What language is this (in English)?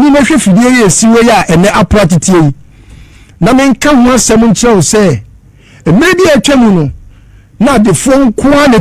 Akan